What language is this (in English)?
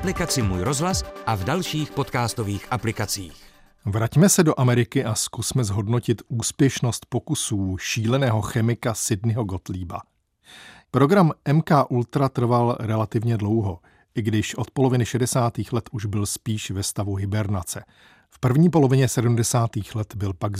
Czech